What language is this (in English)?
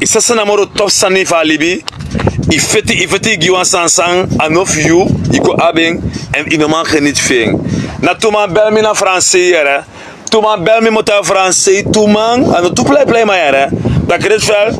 Sranan Tongo